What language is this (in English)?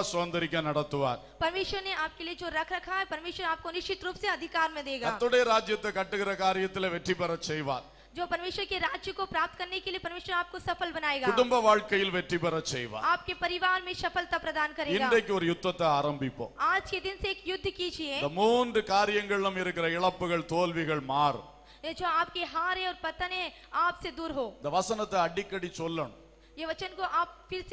Tamil